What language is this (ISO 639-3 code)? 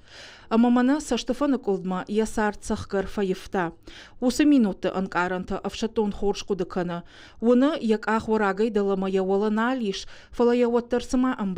oss